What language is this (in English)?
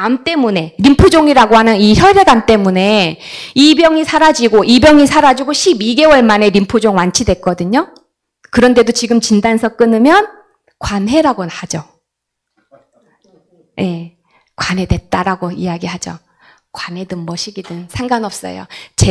Korean